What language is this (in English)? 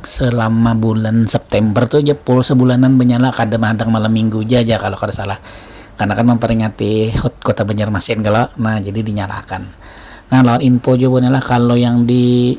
Banjar